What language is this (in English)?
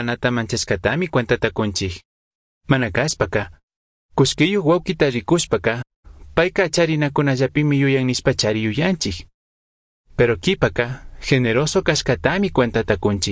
Chimborazo Highland Quichua